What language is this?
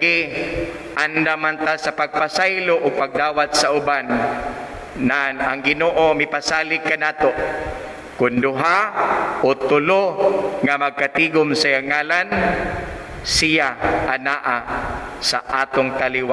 Cebuano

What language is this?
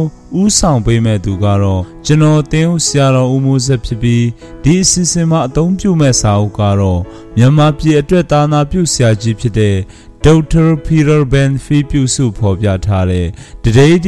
Burmese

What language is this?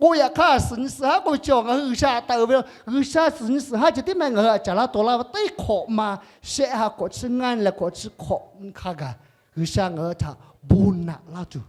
Lahu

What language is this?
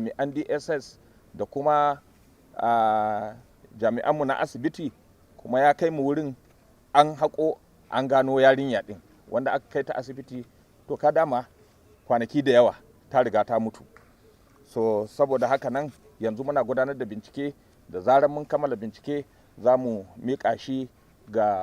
Hausa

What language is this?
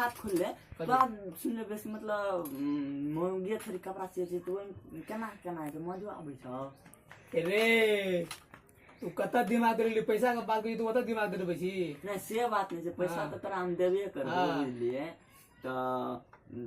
Maithili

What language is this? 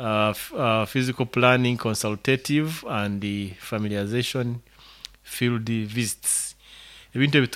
Nyoro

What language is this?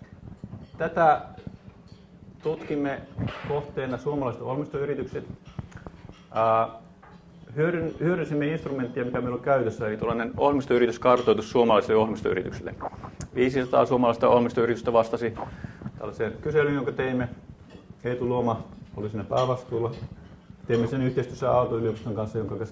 Finnish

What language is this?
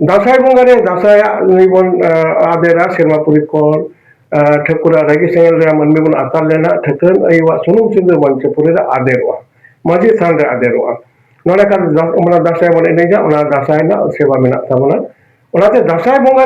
Santali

